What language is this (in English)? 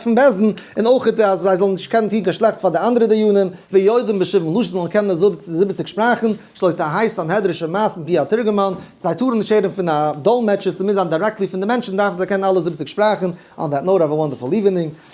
Yiddish